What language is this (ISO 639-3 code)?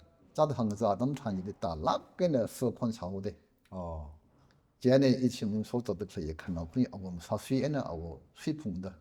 nmf